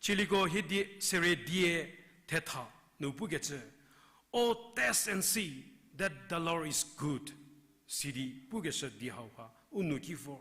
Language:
Angami Naga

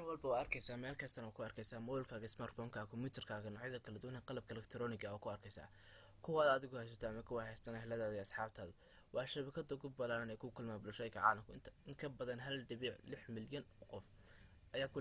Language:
Somali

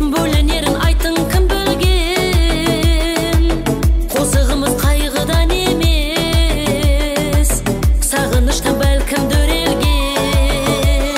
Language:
Kara-Kalpak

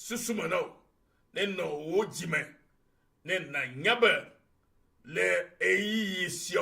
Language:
Ewe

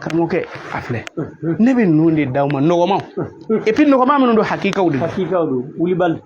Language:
Bambara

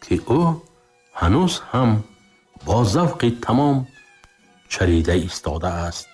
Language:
Tajik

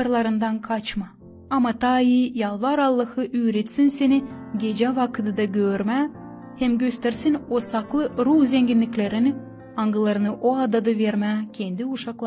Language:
Gagauz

